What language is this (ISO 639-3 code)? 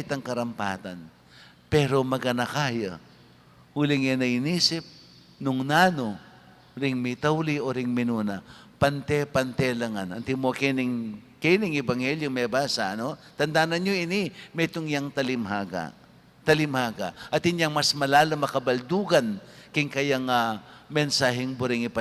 pam